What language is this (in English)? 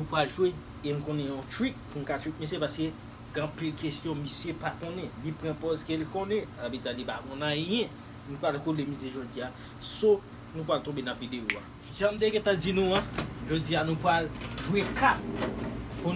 Haitian Creole